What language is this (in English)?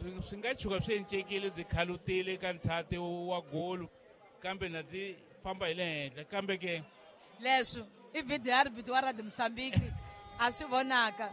Tsonga